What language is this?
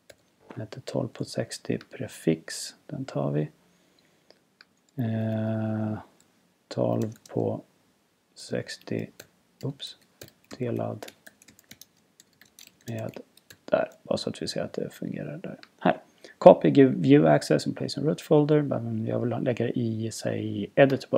Swedish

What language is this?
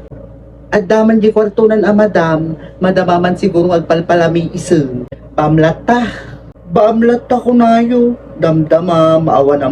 Iloko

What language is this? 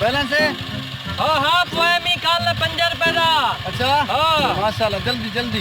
Saraiki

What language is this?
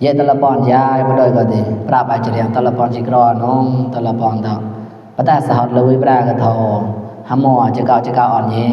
Mon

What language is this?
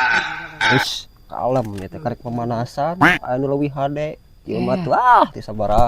Sundanese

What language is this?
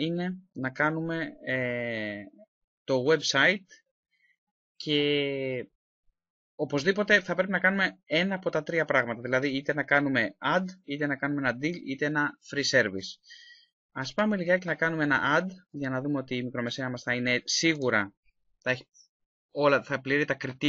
Greek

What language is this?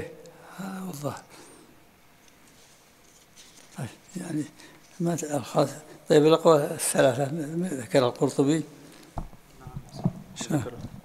Arabic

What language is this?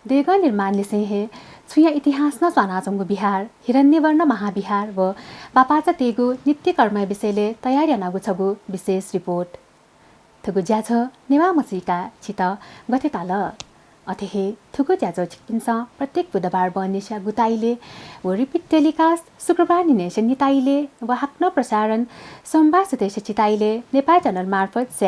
Newari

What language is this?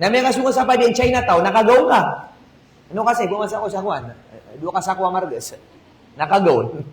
Maranao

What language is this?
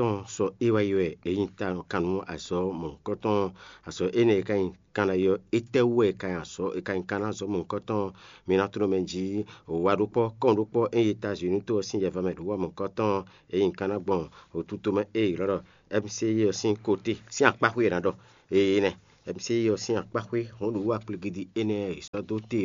Fon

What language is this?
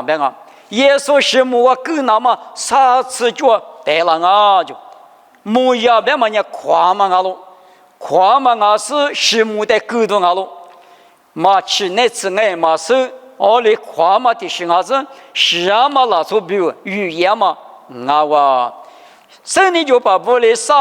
Lisu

